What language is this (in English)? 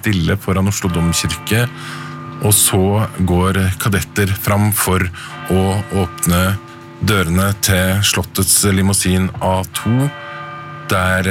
Norwegian